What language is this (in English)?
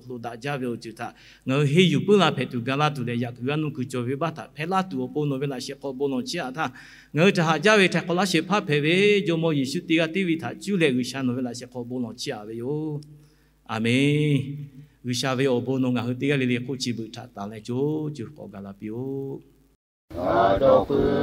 Lahu